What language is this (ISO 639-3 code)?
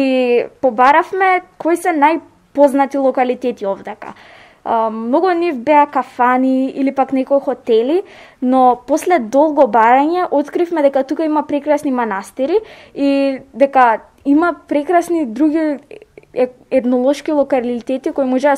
mkd